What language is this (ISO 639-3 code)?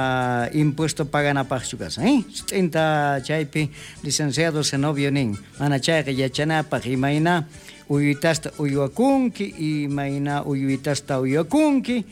quh